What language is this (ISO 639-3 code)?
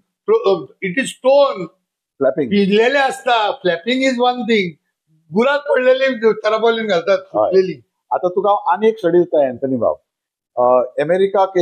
kok